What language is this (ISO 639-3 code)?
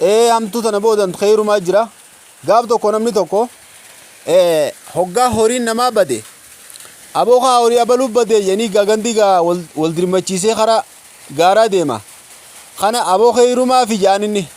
orm